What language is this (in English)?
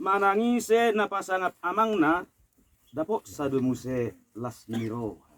Batak Toba